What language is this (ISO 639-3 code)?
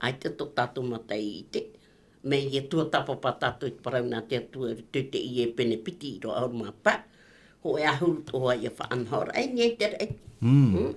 tah